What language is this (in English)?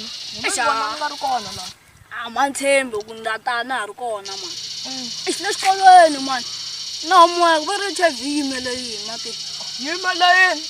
Tsonga